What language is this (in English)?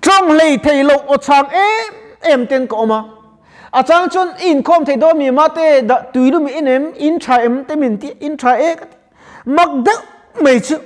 Mizo